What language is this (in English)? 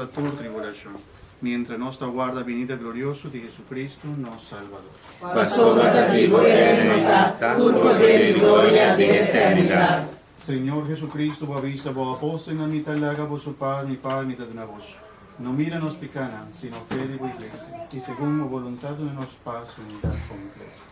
Papiamento